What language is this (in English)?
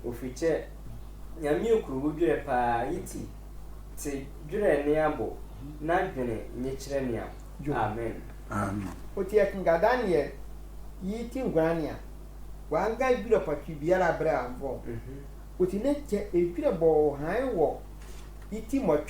Sehwi